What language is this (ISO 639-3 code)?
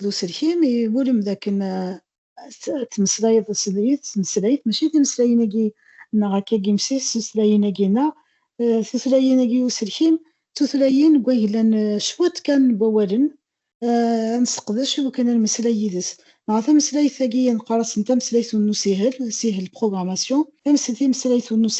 kab